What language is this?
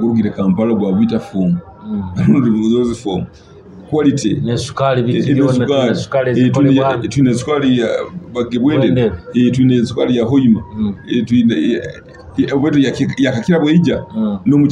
Nyoro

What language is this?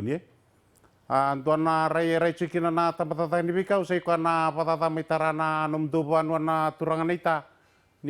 Fijian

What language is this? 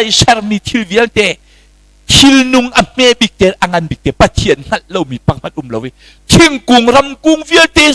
Hakha Chin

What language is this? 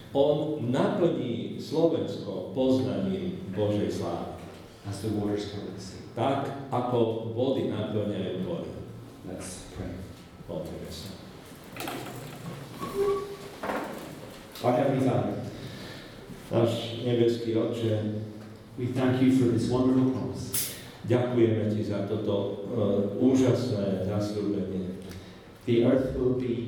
Slovak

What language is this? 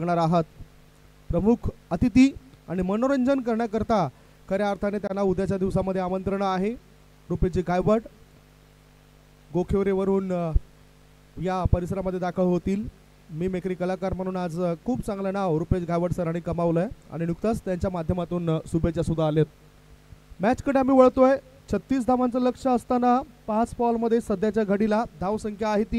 Marathi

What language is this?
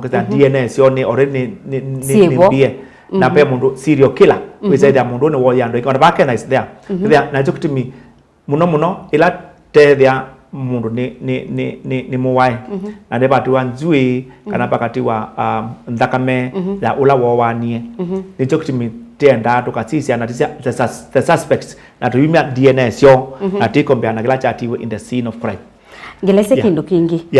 Kamba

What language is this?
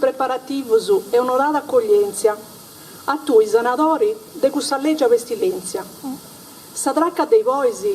Sardinian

